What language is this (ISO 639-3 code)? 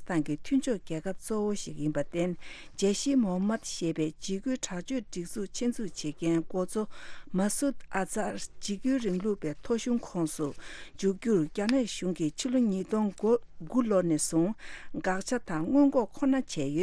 bod